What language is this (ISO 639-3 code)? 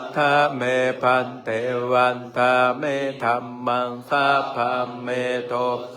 pli